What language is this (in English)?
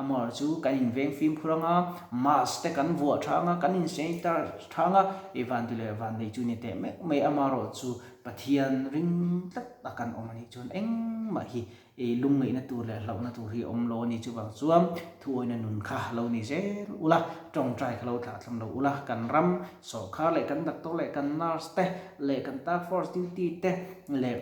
Mizo